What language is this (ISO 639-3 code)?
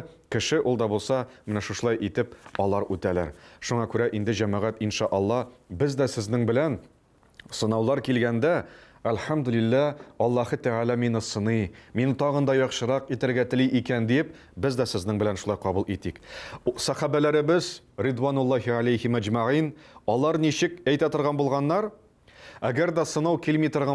tat